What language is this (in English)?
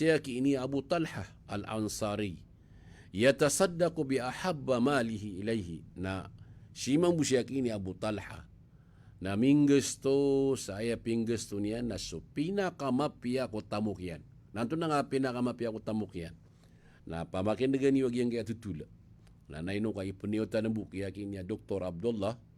Maranao